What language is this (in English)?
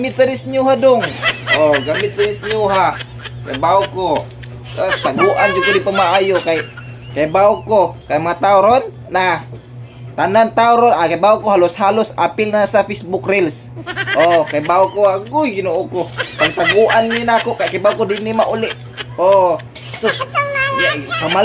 Cebuano